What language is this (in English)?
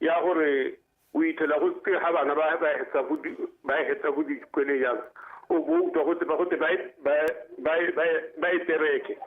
Tswana